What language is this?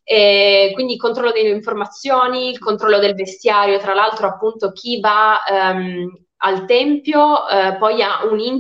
Italian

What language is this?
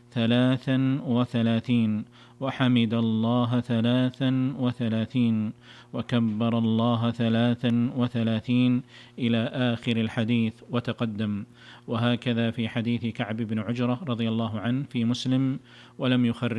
Arabic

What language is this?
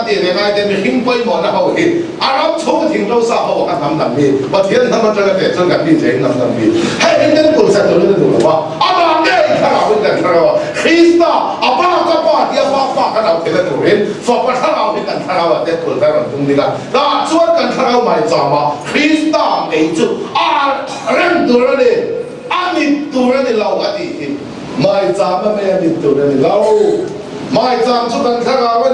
Mizo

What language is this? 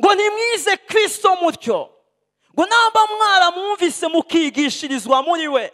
Rundi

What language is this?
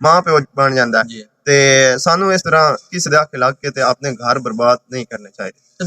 Western Panjabi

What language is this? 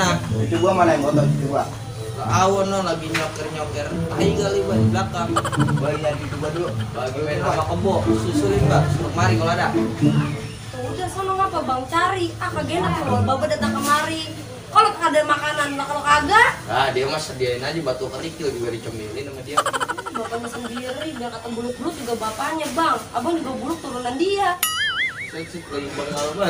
Betawi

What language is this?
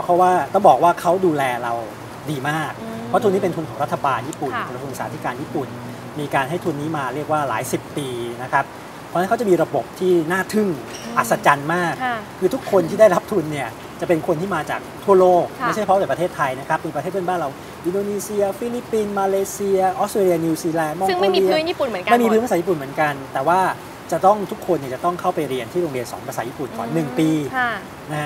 Thai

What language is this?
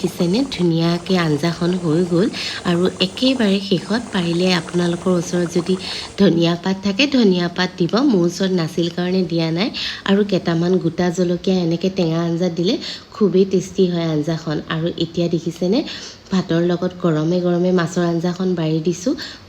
Assamese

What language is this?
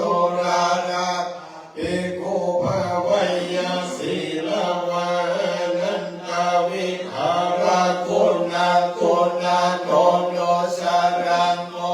Pali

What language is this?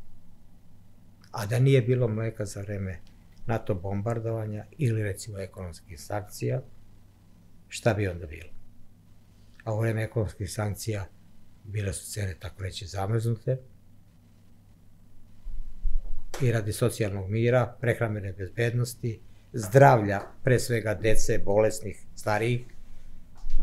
Serbian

